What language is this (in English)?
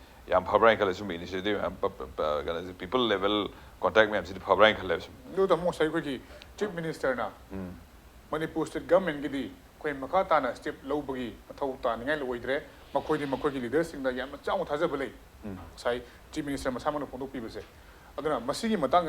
Manipuri